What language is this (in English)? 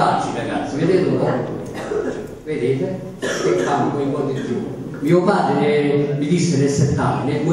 Italian